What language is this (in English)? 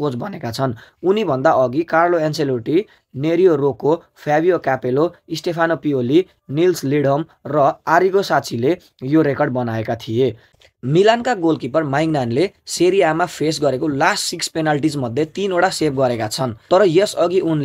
Nepali